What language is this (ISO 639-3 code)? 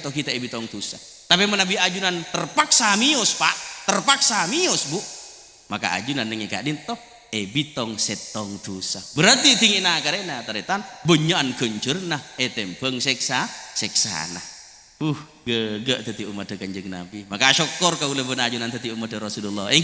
mad